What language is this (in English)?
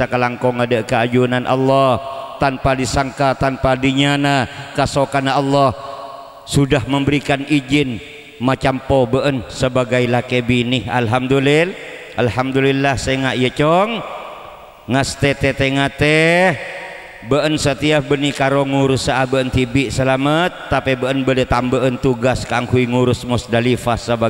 Madurese